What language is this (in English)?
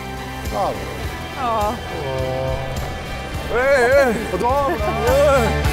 Croatian